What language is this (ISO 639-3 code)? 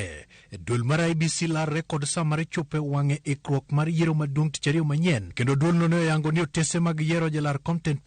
luo